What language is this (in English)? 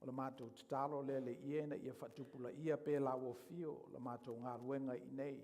Samoan